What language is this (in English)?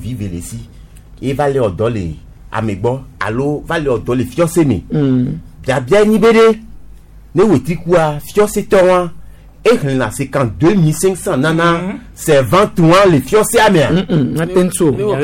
Gen